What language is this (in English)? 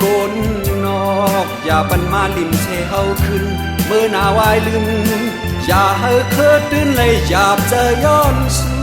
Shan